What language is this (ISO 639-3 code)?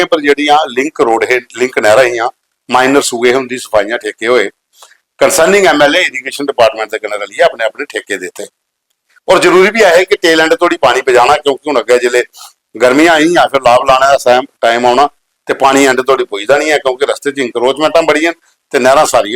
doi